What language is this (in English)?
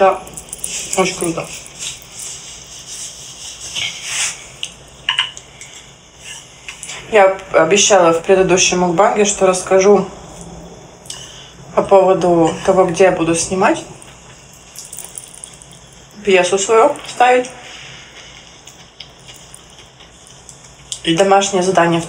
Russian